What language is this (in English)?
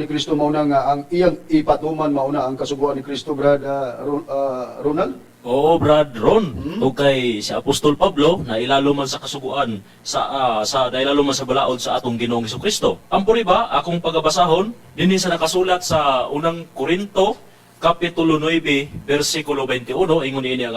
Cebuano